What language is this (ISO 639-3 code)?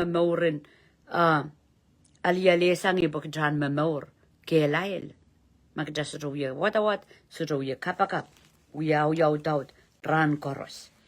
pon